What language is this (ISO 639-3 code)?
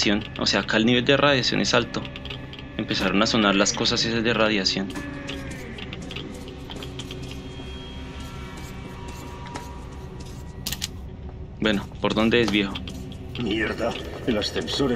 spa